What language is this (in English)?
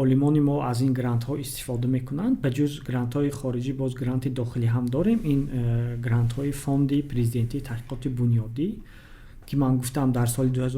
Tajik